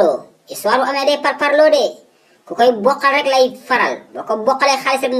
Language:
Wolof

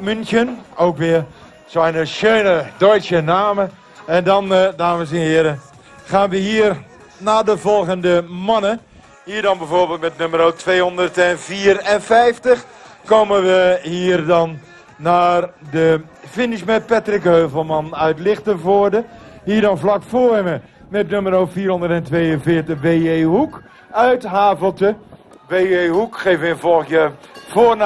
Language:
Dutch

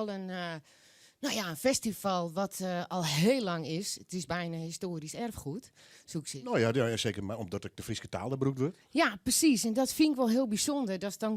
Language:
Western Frisian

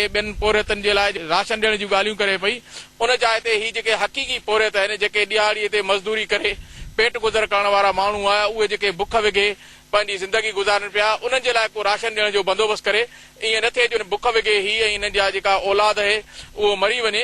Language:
Sindhi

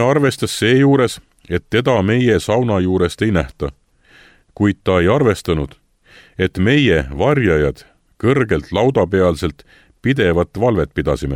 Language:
Estonian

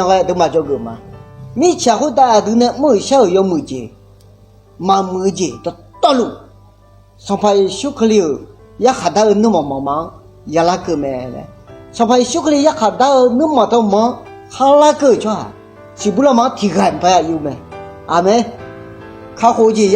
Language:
Akha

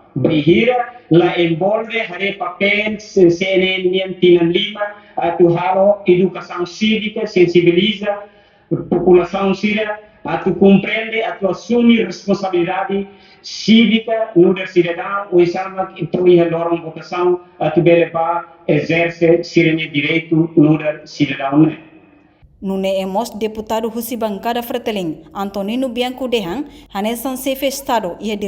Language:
Tetum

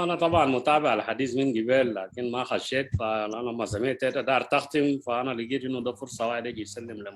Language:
Sudanese Arabic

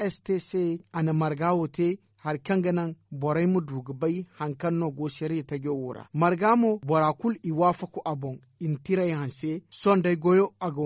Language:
Zarma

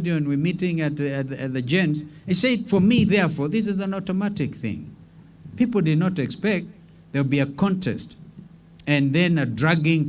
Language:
Meru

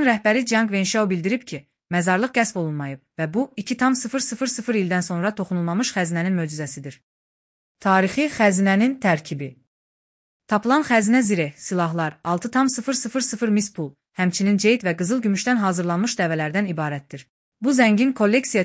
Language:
Azerbaijani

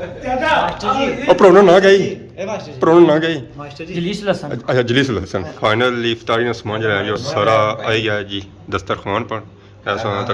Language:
Pahari-Potwari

